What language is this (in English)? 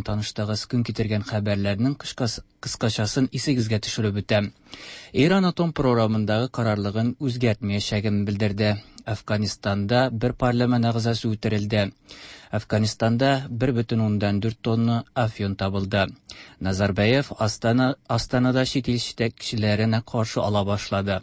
Tatar